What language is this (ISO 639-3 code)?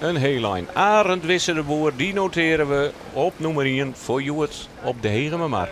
fry